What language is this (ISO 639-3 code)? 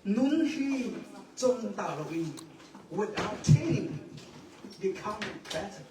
cnh